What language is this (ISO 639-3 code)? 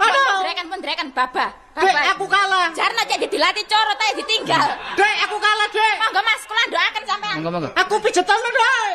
jav